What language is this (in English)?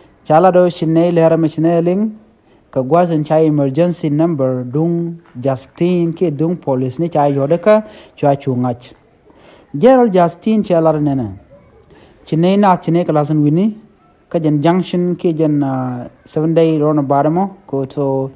Nuer